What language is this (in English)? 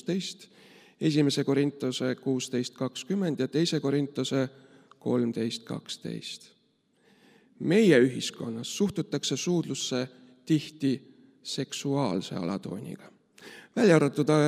Estonian